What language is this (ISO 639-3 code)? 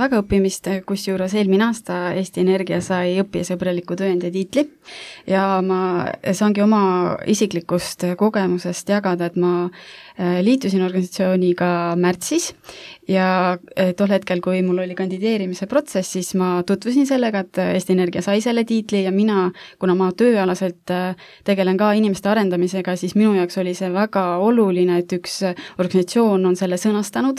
est